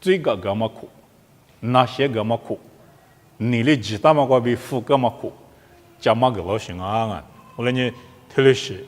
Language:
Lisu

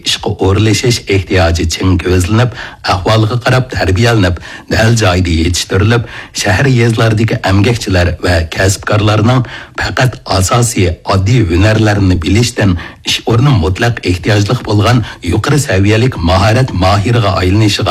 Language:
Uyghur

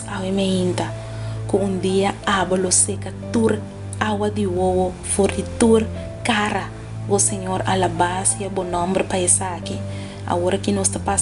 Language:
Papiamento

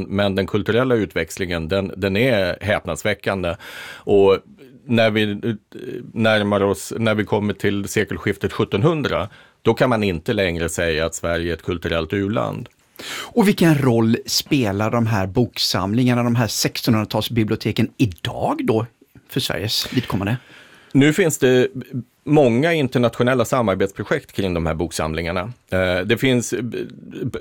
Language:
Swedish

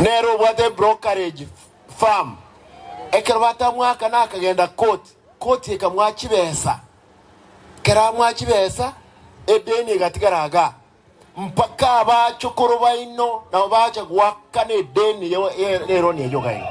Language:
Gusii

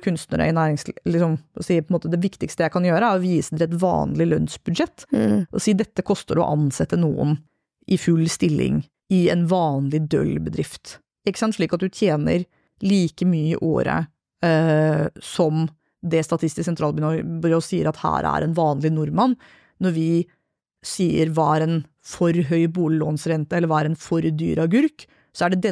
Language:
Norwegian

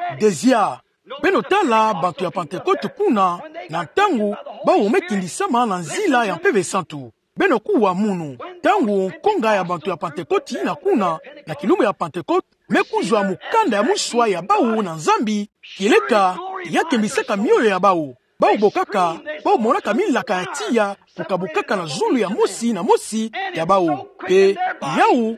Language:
Kituba (Democratic Republic of Congo)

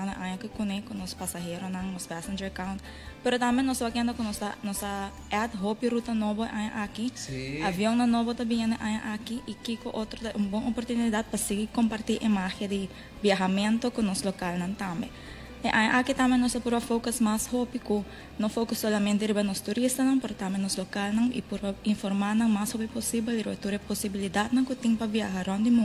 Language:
Papiamento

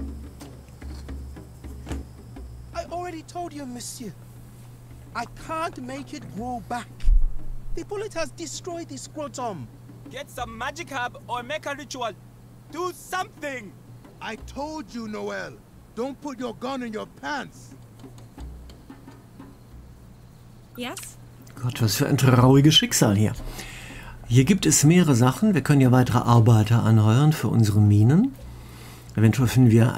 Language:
German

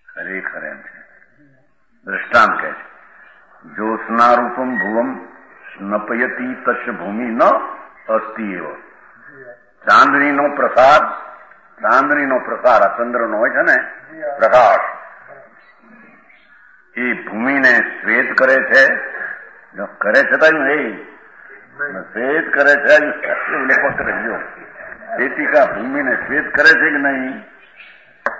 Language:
Gujarati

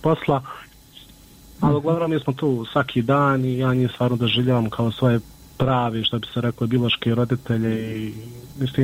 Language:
Bosnian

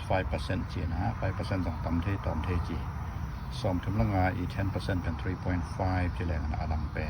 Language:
Tedim Chin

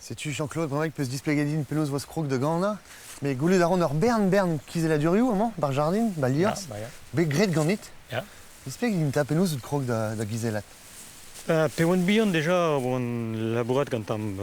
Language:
Breton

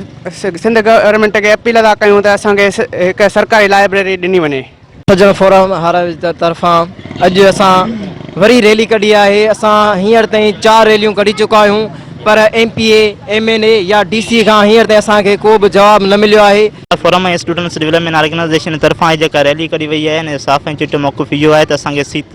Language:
Sindhi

